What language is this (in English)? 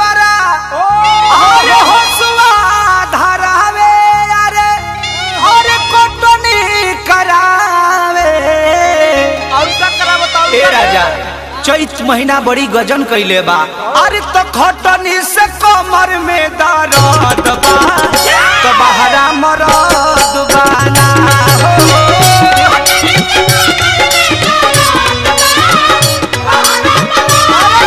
Bhojpuri